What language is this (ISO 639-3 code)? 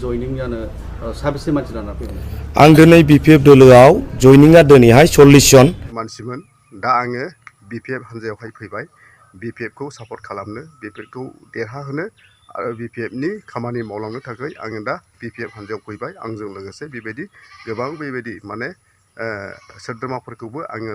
brx